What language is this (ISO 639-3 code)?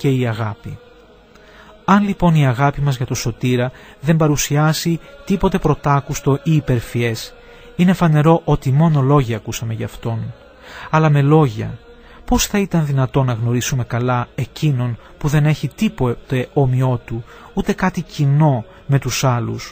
ell